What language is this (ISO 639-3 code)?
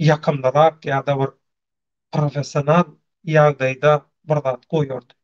tuk